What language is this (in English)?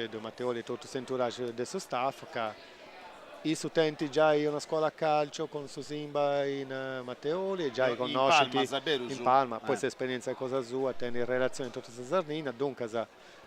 Sardinian